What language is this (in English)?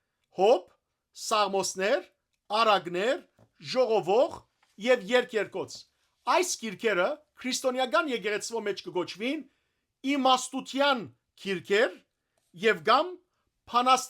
Western Armenian